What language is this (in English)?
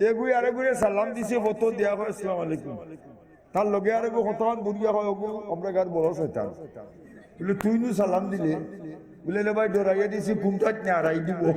Sylheti